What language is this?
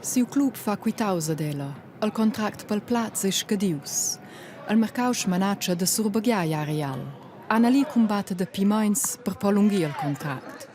Romansh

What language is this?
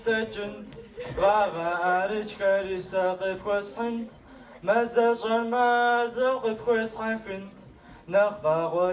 Kabardian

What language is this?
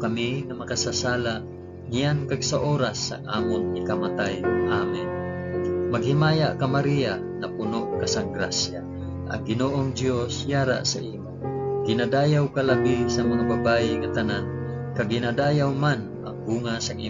Hiligaynon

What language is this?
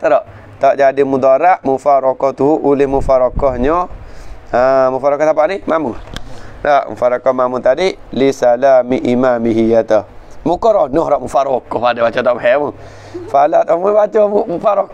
Malay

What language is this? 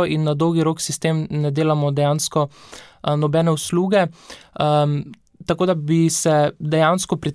Slovenian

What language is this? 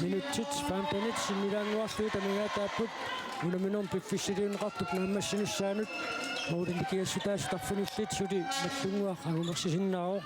Kalaallisut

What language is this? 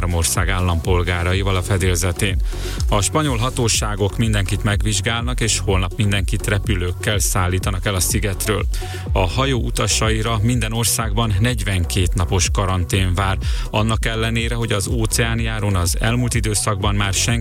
Hungarian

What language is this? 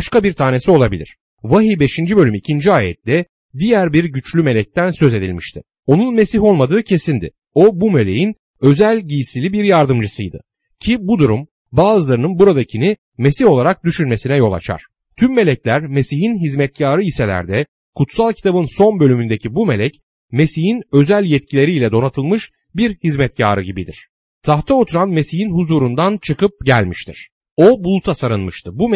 Turkish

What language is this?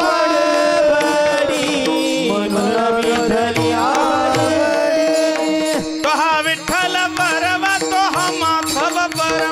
Marathi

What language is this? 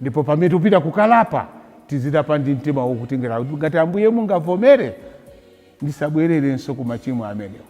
Nyanja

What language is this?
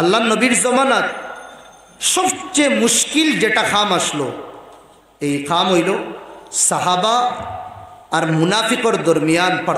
Sylheti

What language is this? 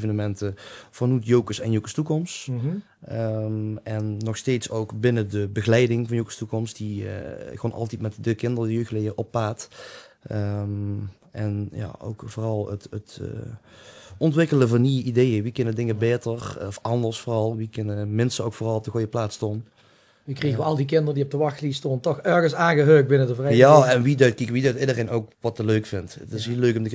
Limburgish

